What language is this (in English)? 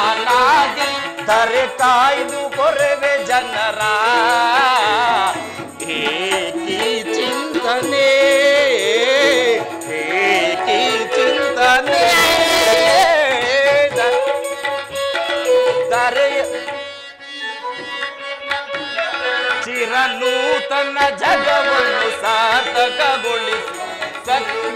Kannada